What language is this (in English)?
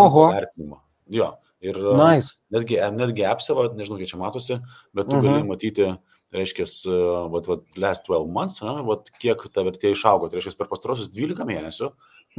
Lithuanian